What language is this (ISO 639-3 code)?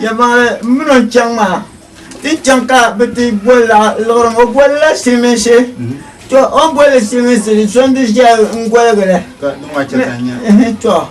dag